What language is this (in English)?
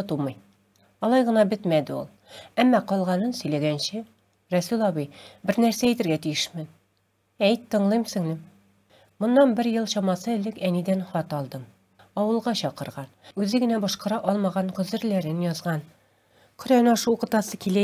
Tatar